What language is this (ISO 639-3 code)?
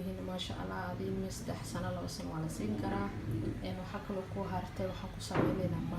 som